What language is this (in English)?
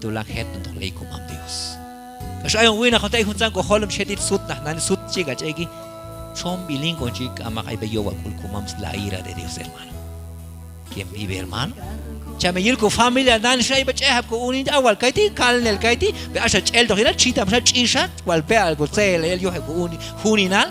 Q'anjob'al